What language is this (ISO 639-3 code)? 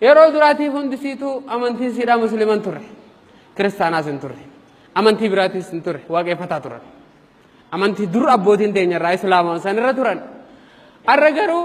orm